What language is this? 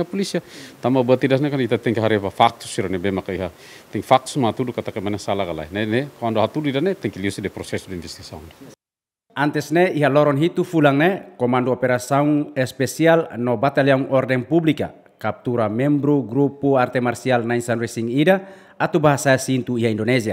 Tetum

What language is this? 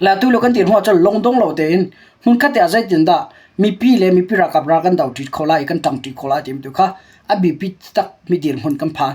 Hakha Chin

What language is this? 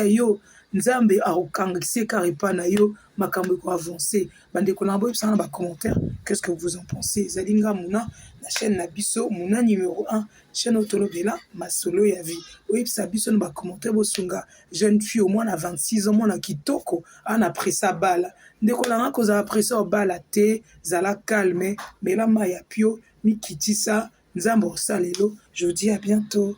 Lingala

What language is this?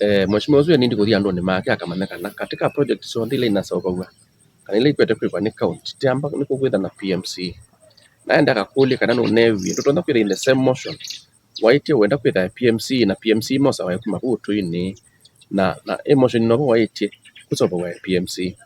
Kamba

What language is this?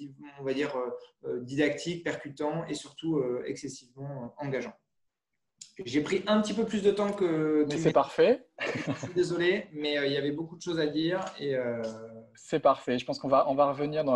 French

